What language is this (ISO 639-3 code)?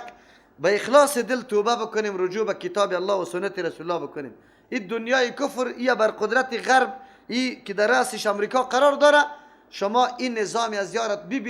fas